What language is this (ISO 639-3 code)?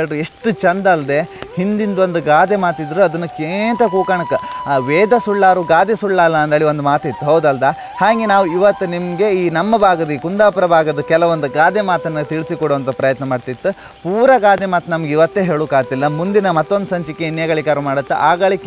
kan